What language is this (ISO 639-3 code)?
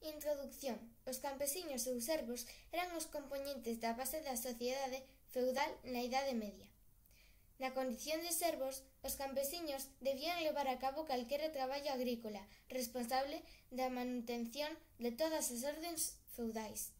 glg